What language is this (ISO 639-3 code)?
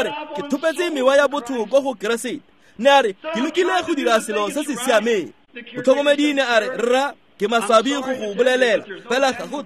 tsn